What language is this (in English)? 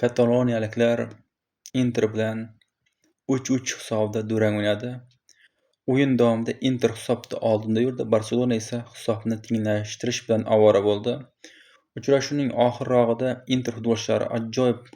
Uzbek